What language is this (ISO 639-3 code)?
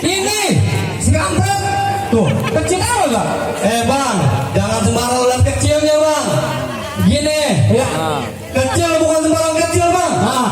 bew